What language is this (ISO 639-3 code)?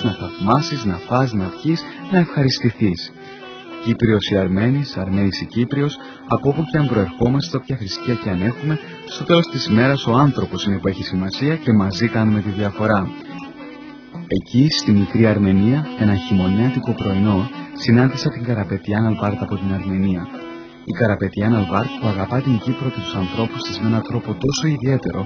ell